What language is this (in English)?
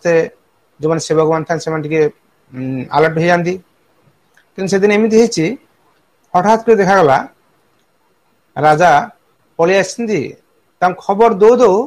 Odia